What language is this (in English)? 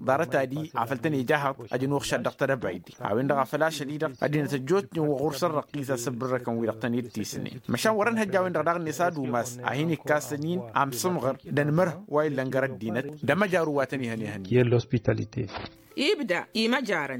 Tamasheq